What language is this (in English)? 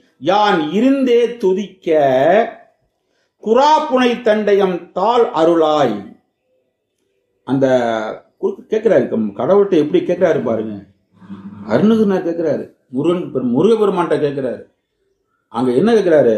Tamil